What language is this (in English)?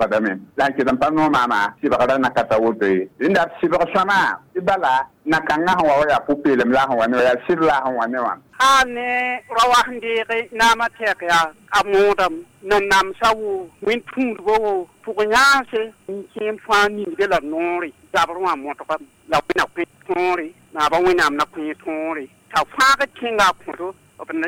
Mossi